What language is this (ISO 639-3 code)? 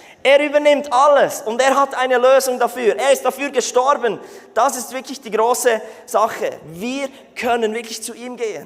gsw